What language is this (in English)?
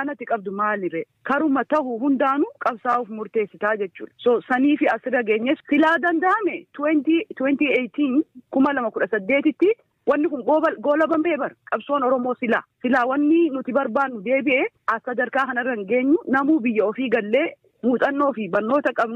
Oromo